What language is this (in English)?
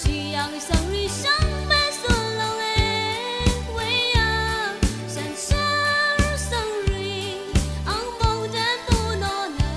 Rawang